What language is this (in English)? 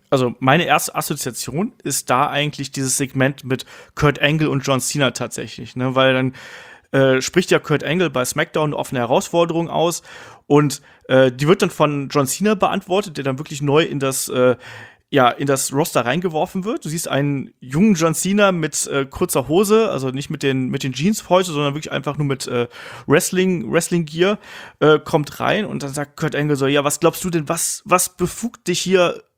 German